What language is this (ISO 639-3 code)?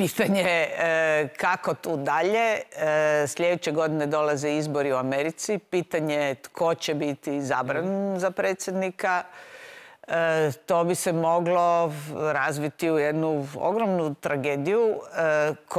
hrv